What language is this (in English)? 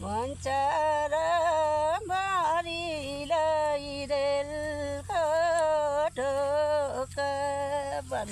Nepali